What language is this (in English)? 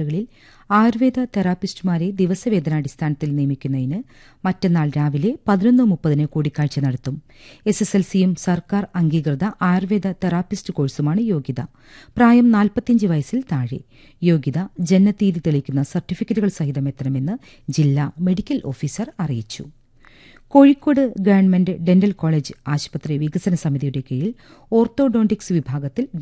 Malayalam